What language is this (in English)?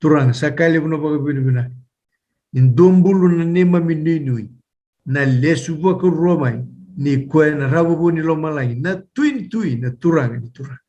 Fijian